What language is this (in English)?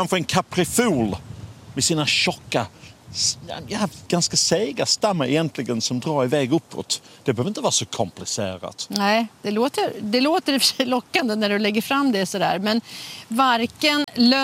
Swedish